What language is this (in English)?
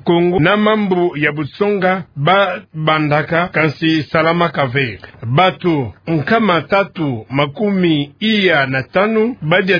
Kituba (Democratic Republic of Congo)